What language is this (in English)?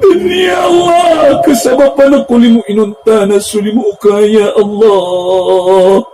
Maranao